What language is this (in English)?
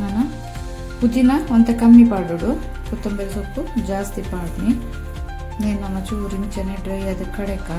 Tulu